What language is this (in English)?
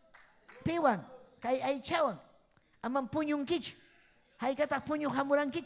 Ayacucho Quechua